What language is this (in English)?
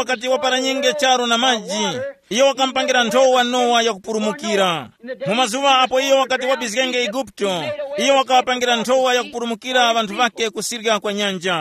Tumbuka